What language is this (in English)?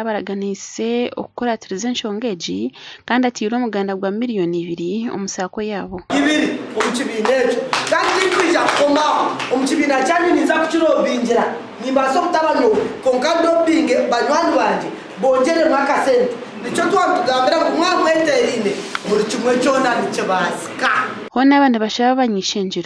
Nyankole